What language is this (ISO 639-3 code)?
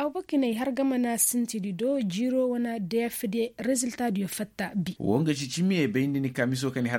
ses